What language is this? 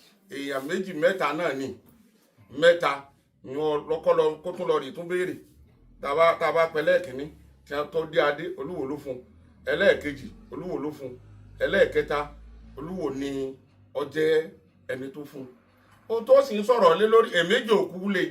Yoruba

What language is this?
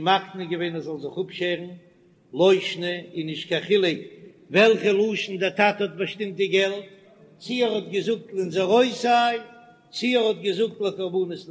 Yiddish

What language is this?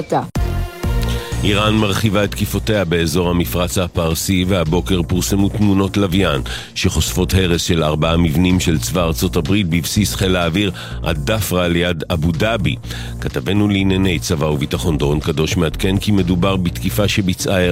Hebrew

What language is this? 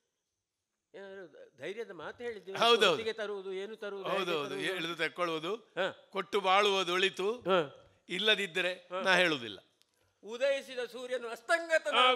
Kannada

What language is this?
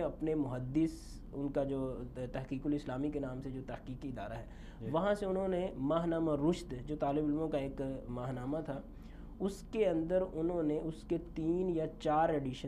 Urdu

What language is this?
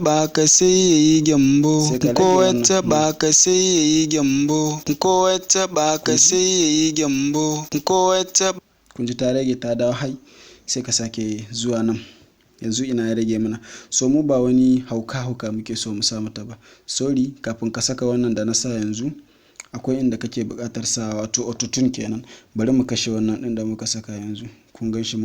Hausa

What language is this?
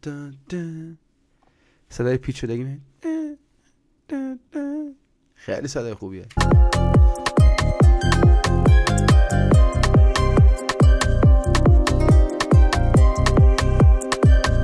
Persian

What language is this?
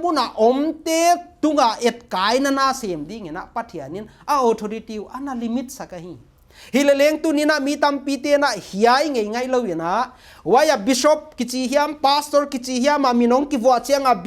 Paite Chin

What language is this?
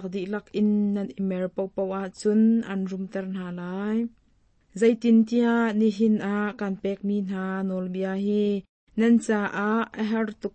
Hakha Chin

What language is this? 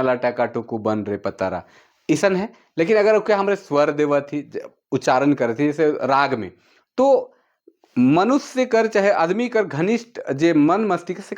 Sadri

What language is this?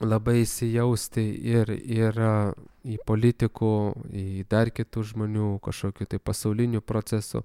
Lithuanian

